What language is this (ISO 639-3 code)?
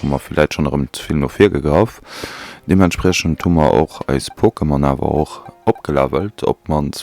ltz